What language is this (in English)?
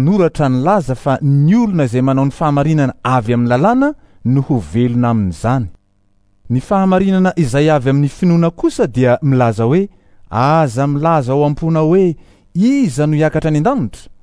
Malagasy